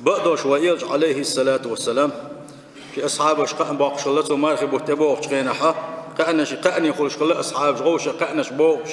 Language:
Chechen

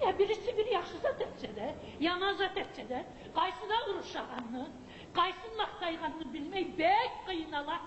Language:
Kumyk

